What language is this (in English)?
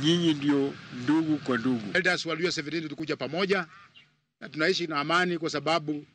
Luo (Kenya and Tanzania)